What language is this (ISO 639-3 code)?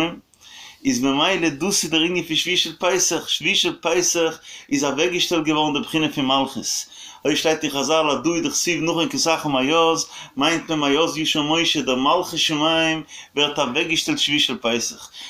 yid